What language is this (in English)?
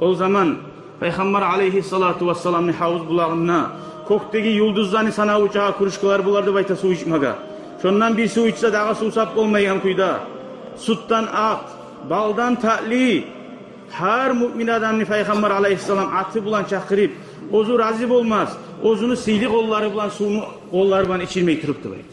Kumyk